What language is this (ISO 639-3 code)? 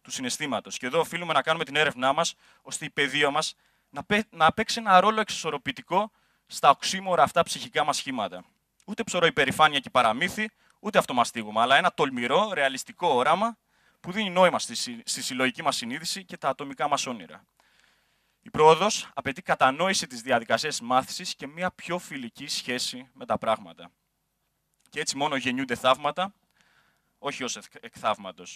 ell